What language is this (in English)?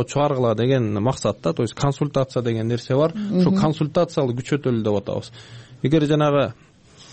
Kyrgyz